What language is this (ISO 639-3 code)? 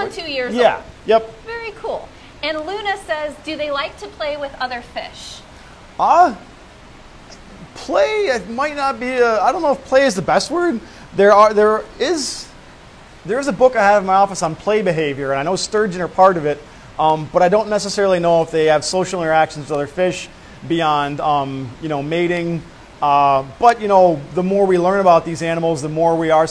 eng